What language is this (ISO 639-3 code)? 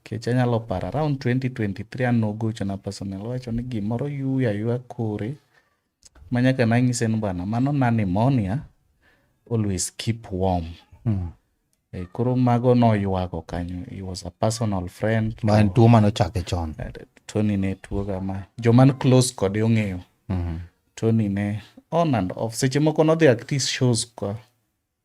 luo